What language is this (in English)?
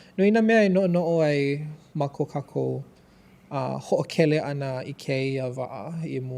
Hawaiian